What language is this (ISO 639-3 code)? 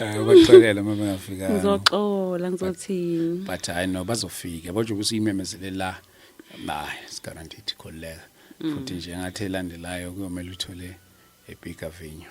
zul